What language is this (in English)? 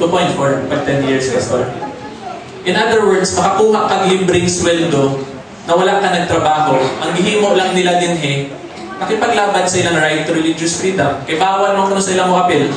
Cebuano